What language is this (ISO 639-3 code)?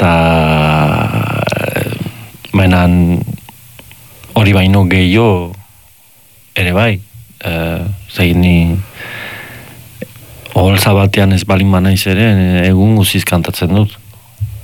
eus